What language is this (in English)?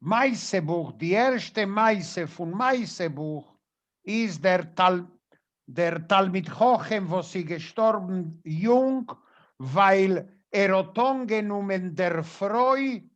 Yiddish